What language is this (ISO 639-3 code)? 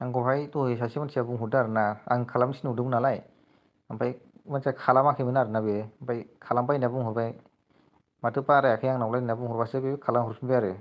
brx